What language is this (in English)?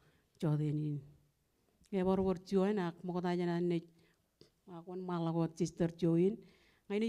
Marshallese